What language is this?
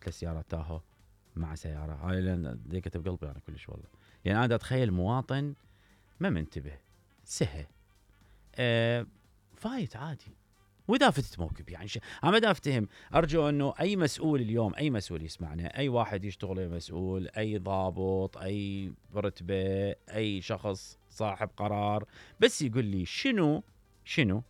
Mesopotamian Arabic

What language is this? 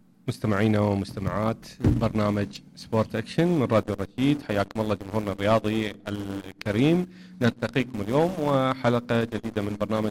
Mesopotamian Arabic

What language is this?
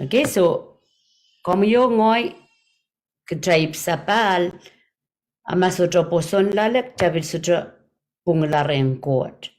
Pohnpeian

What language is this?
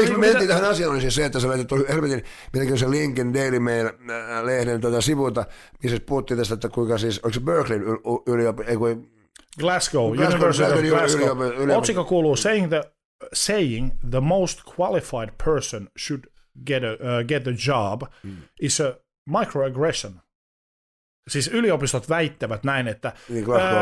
Finnish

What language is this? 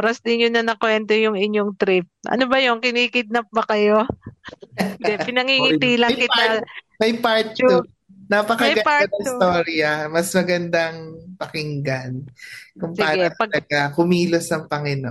Filipino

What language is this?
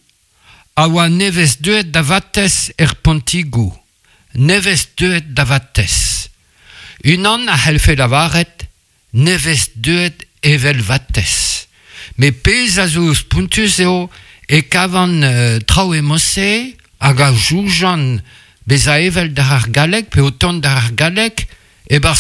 Breton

